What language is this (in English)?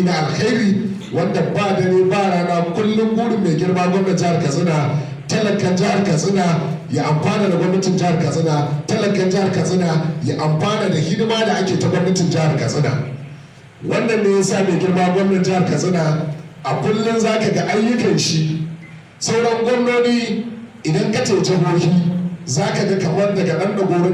Hausa